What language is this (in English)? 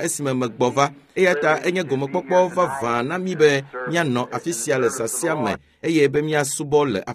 Ewe